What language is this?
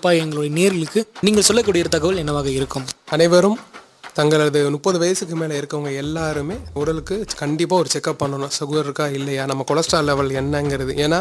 Tamil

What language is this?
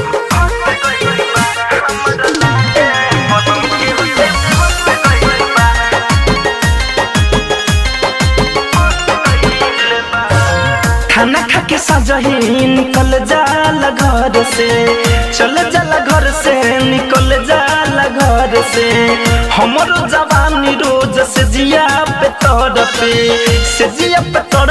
Bhojpuri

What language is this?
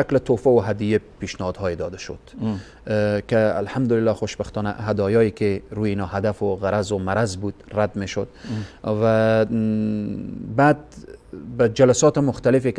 Persian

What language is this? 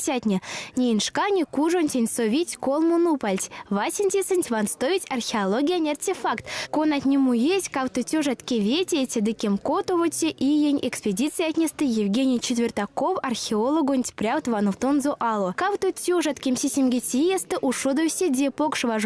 Erzya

